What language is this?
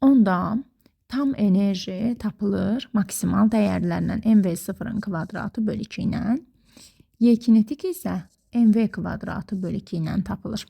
Azerbaijani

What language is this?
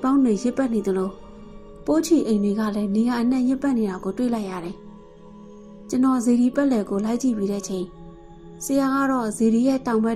Burmese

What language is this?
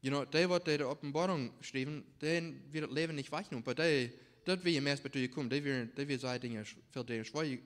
Plautdietsch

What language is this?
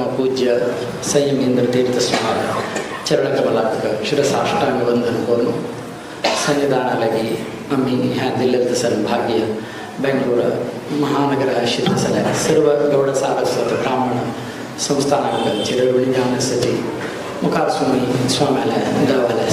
Konkani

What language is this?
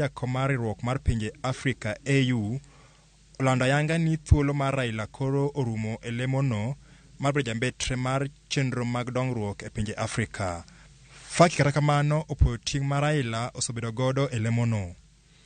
Luo (Kenya and Tanzania)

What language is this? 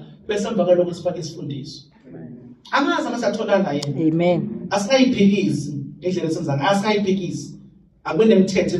Zulu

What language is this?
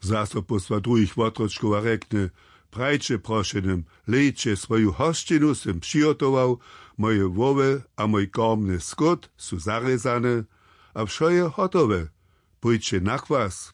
Upper Sorbian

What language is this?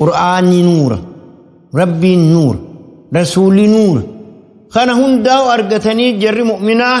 Oromo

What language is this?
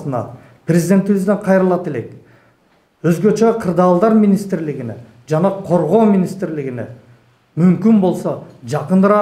Kyrgyz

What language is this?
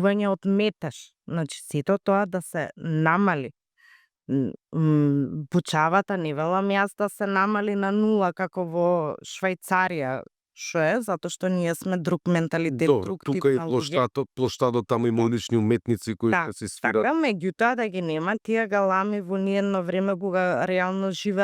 Macedonian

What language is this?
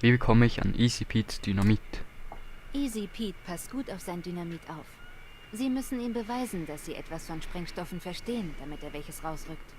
Swiss German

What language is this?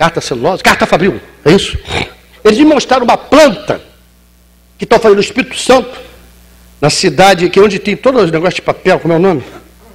Portuguese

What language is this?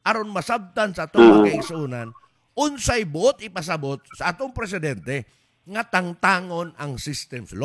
Cebuano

